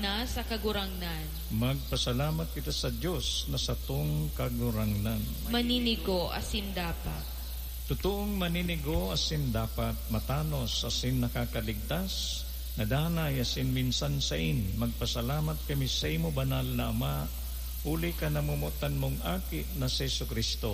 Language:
Bikol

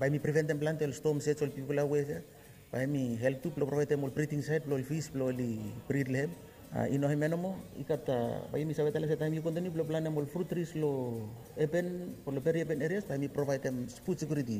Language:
Bislama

